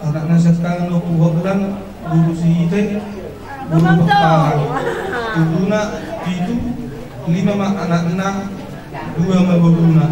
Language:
Batak Toba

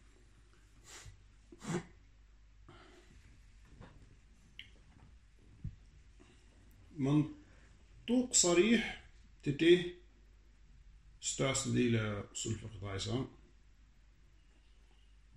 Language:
Danish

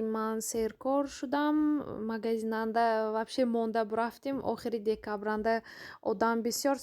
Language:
Tajik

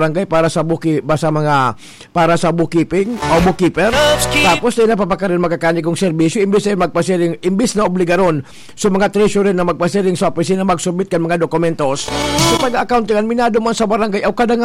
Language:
Bikol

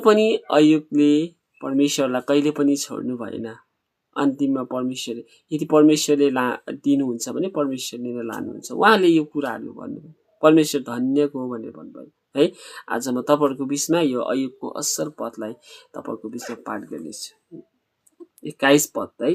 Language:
Nepali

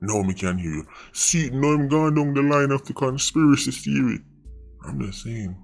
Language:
Jamaican Creole English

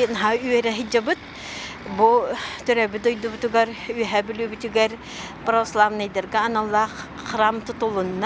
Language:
Yakut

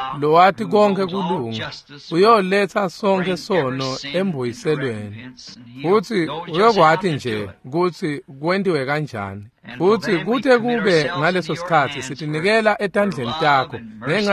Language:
Swati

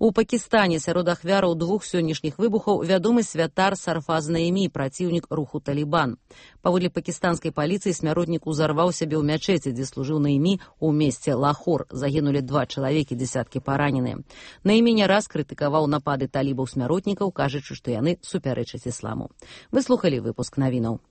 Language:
Belarusian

